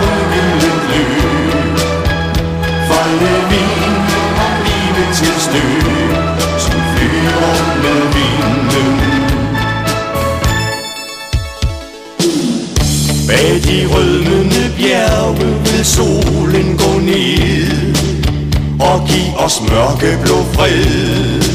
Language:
Danish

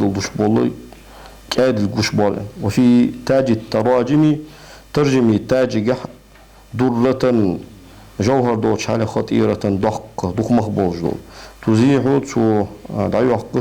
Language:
Ingush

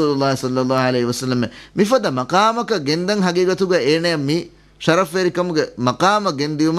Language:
Divehi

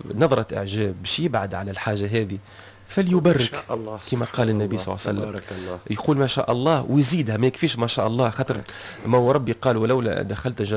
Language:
Tunisian Arabic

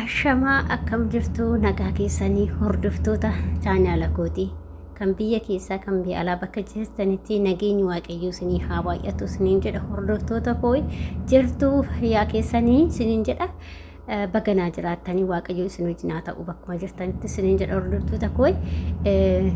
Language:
Oromo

